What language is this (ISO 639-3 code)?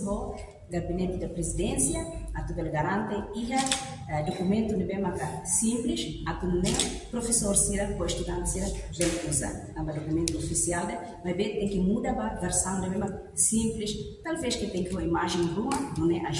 tet